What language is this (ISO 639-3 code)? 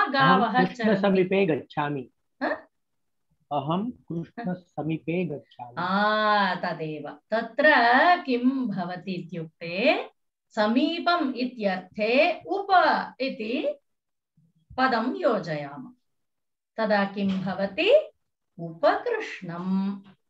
san